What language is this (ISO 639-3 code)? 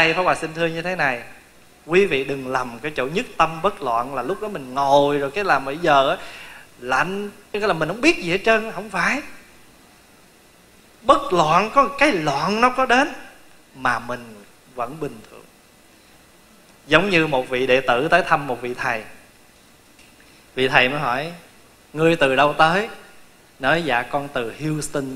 vie